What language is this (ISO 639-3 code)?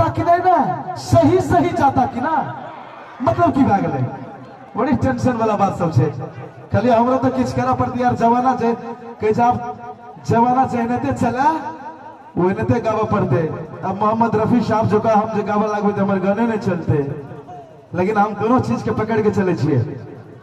mai